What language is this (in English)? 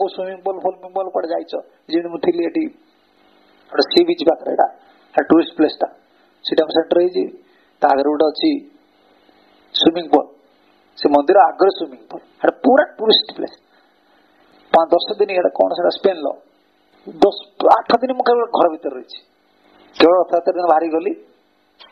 Odia